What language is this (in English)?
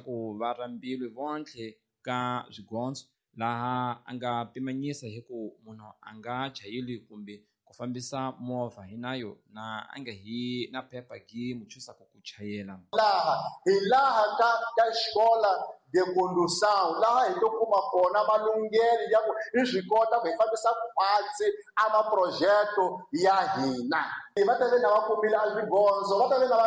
Tsonga